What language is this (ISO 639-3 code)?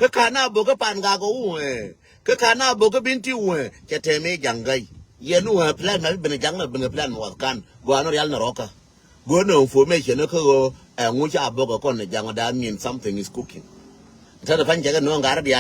nus